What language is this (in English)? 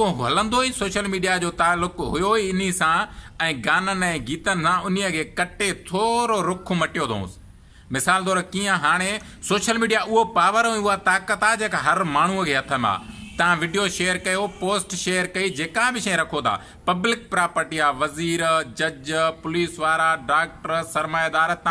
Sindhi